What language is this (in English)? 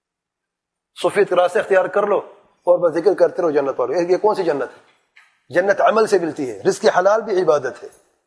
Urdu